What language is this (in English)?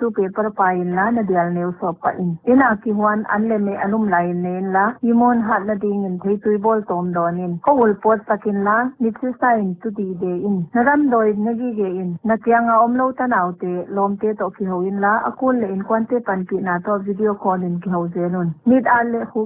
Paite Chin